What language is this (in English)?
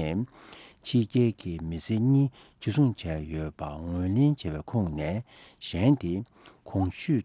Tibetan